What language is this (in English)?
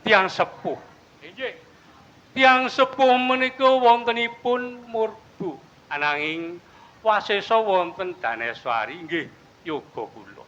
Javanese